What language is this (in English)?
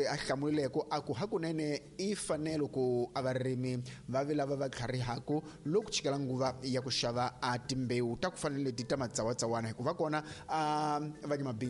Tsonga